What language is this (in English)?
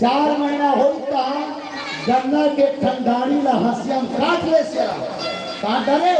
Chhattisgarhi